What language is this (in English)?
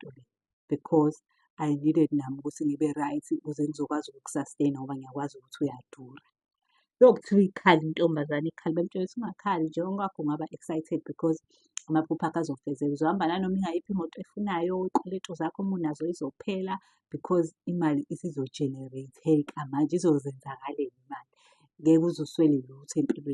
Zulu